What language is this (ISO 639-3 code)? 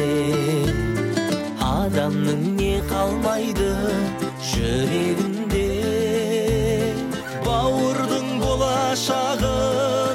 kaz